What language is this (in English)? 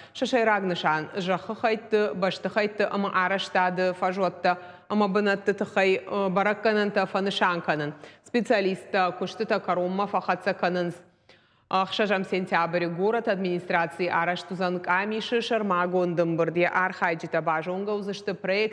Ossetic